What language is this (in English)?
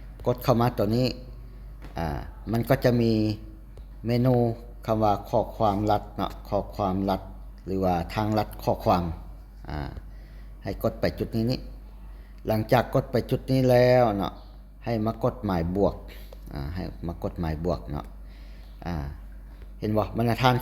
Lao